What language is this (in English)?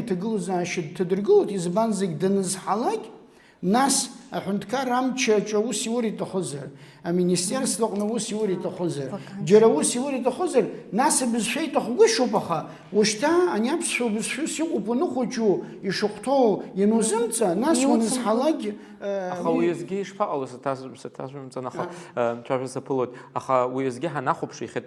Abkhazian